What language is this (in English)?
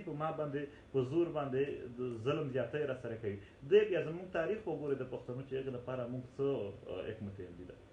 Pashto